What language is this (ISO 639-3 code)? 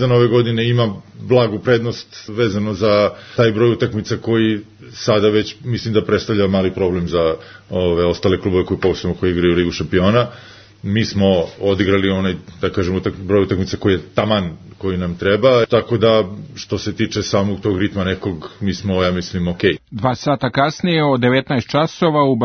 srp